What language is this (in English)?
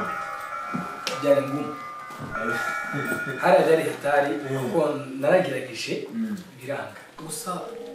Kinyarwanda